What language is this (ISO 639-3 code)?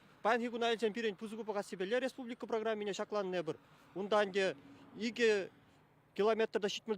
chv